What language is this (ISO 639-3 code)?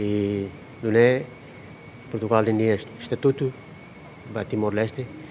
tet